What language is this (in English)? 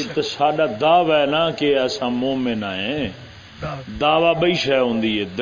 Saraiki